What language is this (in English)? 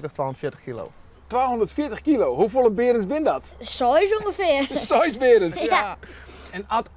Western Frisian